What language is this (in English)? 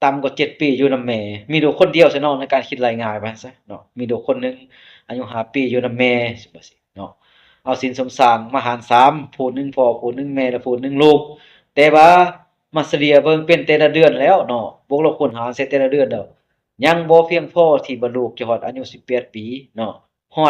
Lao